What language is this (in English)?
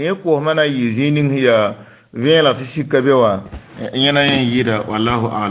Mossi